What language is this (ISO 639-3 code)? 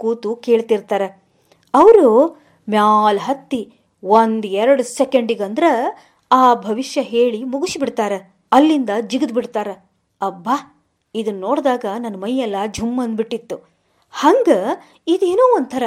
kan